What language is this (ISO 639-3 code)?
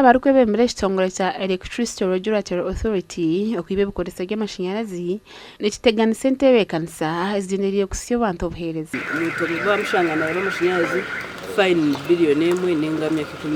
nyn